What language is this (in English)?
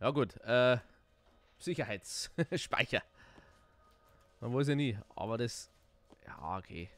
Bavarian